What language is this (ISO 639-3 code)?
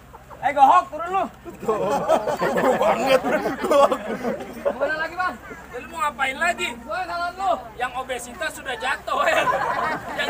bew